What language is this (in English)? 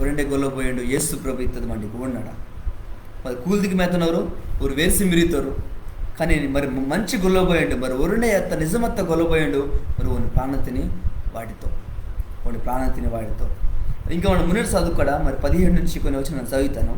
Koya